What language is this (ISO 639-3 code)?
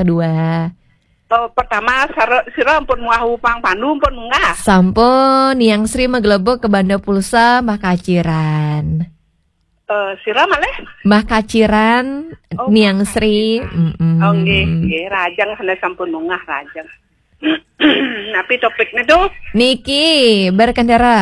ban